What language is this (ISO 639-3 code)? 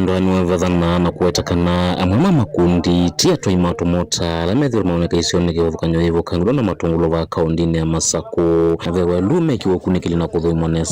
kam